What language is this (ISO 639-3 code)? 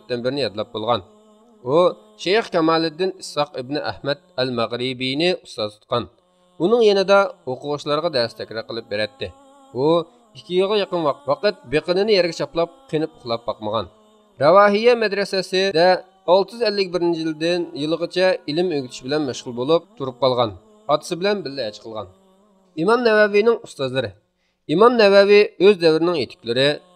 uig